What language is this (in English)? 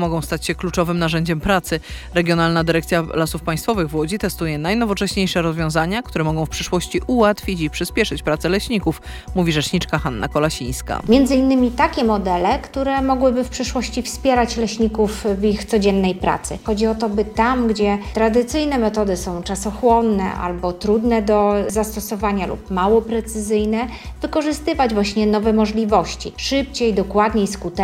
Polish